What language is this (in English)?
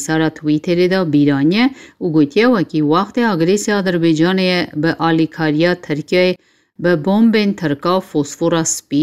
Kurdish